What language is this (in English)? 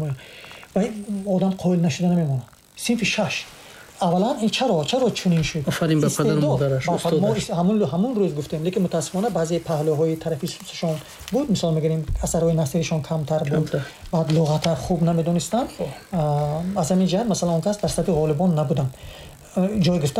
Tajik